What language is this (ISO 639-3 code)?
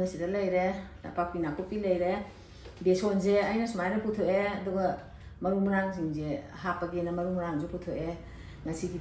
mni